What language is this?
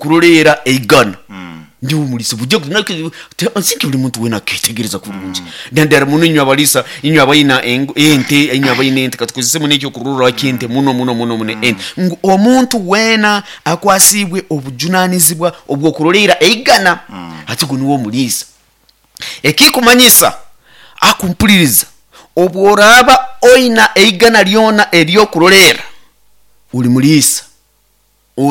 Nyoro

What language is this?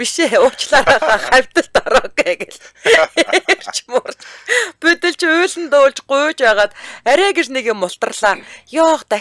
Mongolian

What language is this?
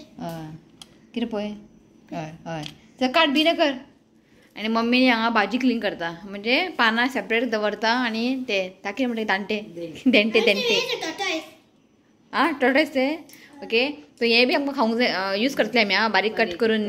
Konkani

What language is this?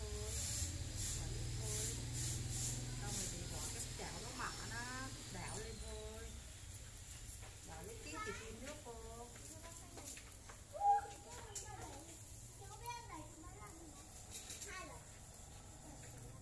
Vietnamese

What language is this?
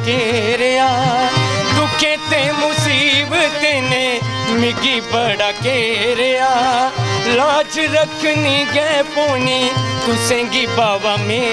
Dogri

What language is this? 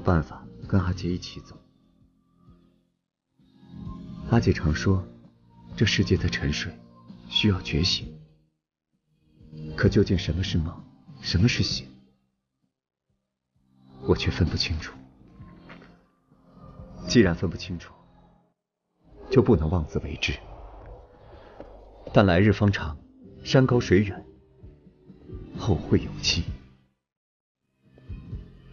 Chinese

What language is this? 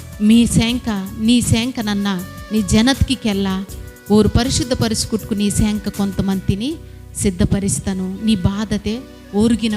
Koya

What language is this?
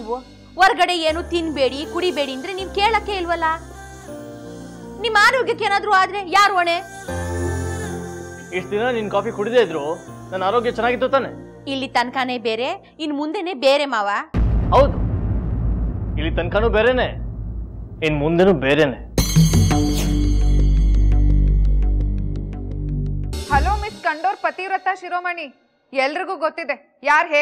Kannada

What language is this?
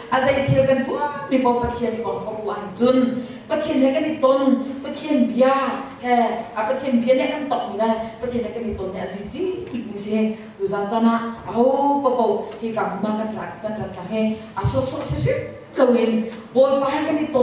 Hakha Chin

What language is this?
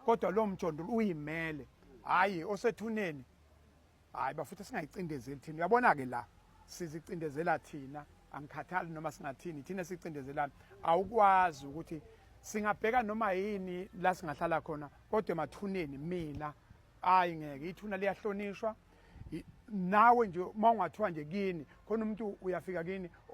Zulu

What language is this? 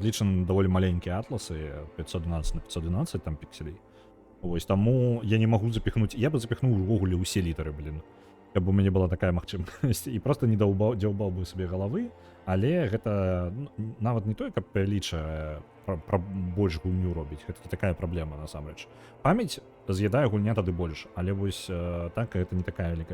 Belarusian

